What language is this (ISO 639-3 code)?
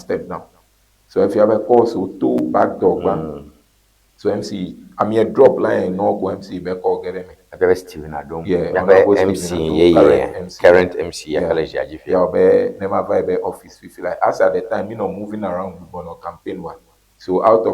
ewe